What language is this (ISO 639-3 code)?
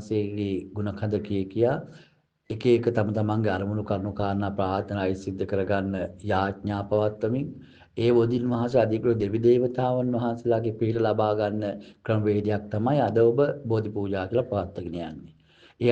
sin